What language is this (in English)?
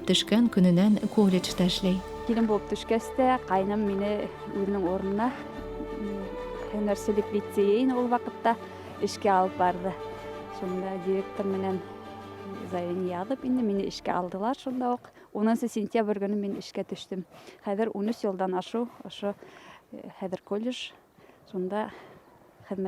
Bashkir